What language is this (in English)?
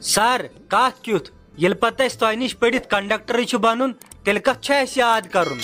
Kashmiri